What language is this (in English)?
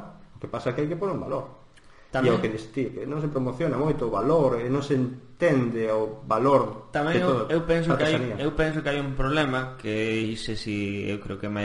Galician